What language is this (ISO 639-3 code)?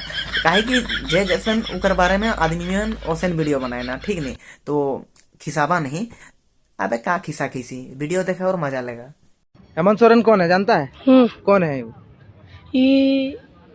sck